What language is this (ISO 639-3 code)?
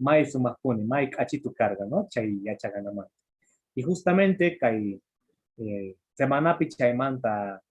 que